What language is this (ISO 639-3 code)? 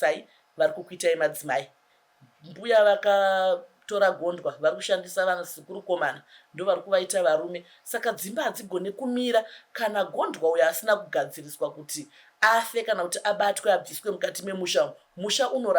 sna